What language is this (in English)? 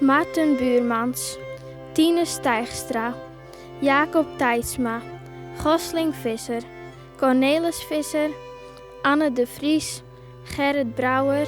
Western Frisian